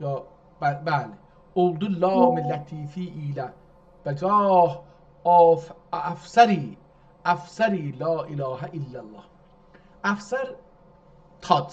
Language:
South Azerbaijani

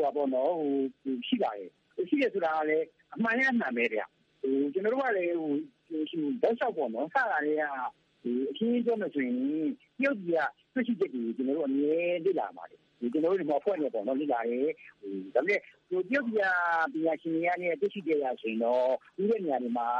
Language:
Burmese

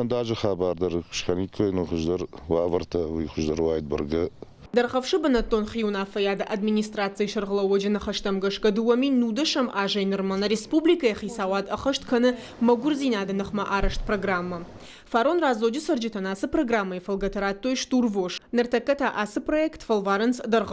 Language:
Ossetic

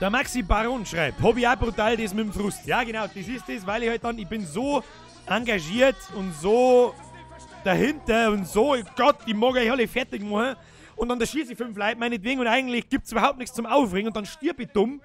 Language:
Bavarian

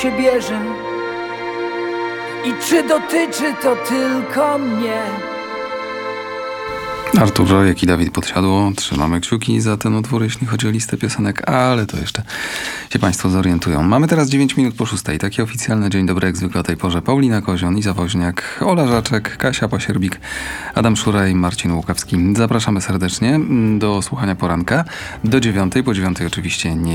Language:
Polish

